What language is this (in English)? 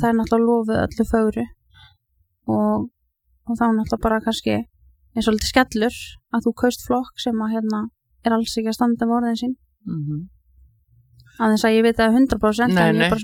Icelandic